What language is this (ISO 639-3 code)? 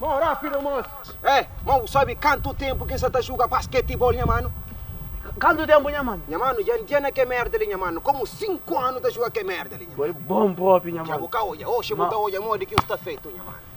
kea